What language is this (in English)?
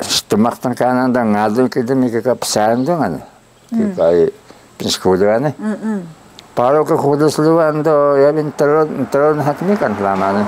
Taroko